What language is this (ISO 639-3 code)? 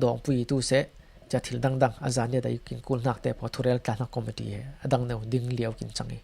cfm